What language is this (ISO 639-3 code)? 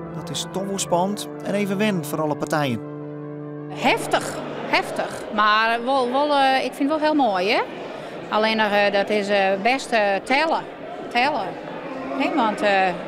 fry